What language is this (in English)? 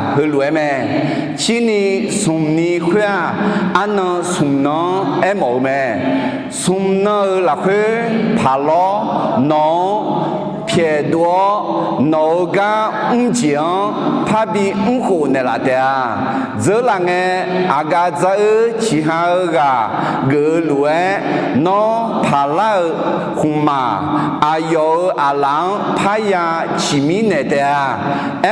Akha